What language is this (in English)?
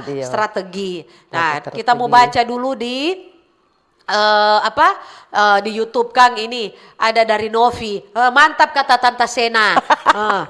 Manado Malay